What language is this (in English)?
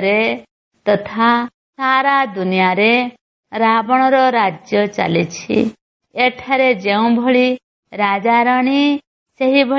Odia